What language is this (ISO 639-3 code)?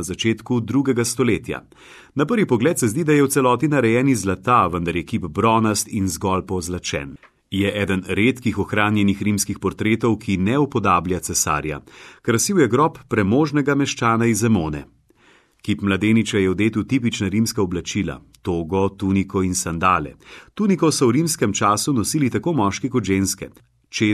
slv